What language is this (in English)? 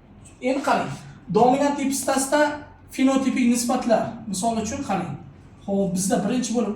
Uzbek